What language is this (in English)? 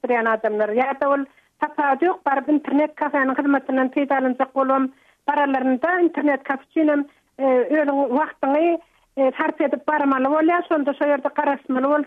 Turkmen